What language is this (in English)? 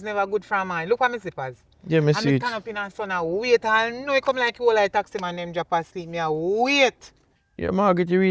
Jamaican Creole English